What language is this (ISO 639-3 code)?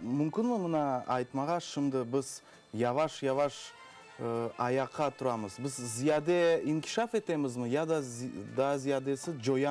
crh